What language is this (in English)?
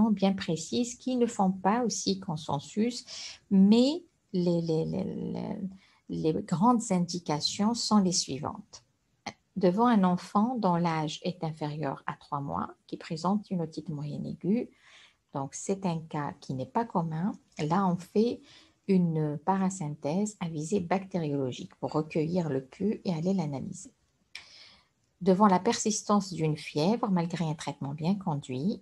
French